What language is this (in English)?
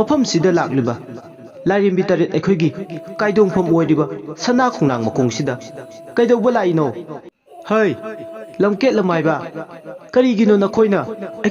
Manipuri